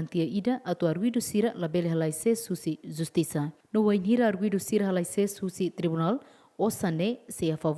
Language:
Tetum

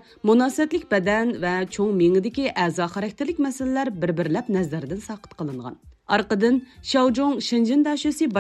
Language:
Uyghur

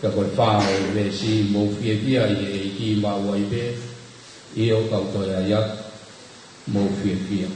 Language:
Tongan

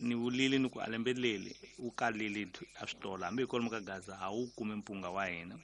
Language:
Tsonga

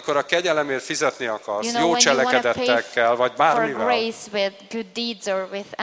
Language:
Hungarian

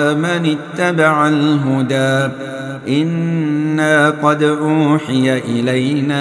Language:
Arabic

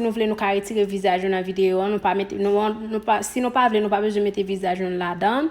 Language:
Haitian Creole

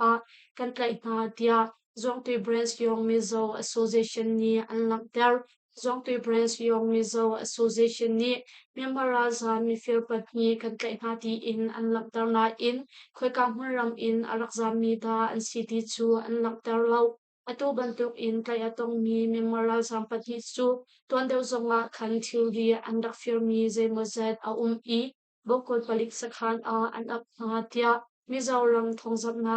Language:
Hakha Chin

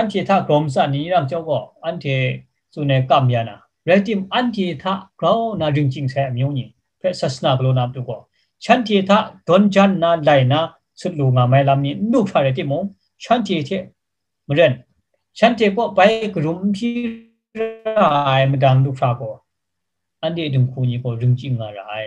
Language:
Kachin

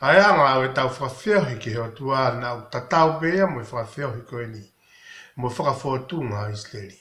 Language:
Tongan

